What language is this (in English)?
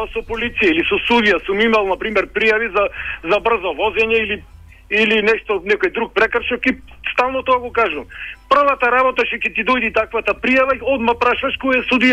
Macedonian